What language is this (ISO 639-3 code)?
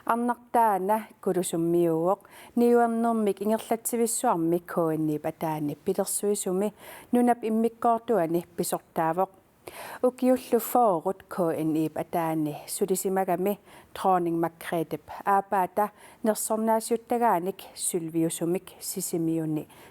kal